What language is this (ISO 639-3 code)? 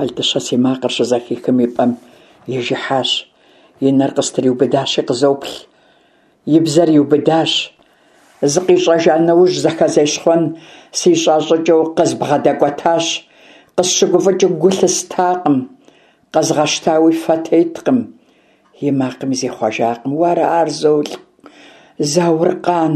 kbd